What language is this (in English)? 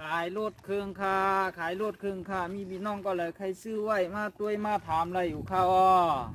Shan